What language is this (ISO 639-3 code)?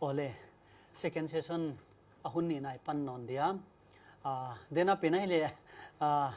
pck